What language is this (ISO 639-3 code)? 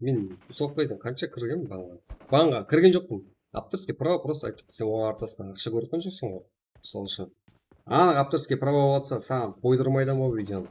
kaa